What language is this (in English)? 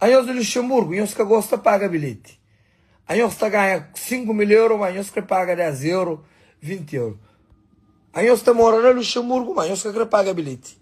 Kabuverdianu